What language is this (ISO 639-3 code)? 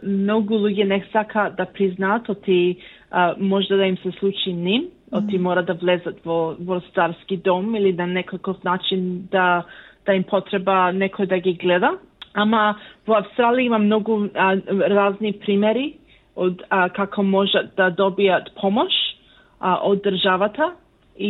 mkd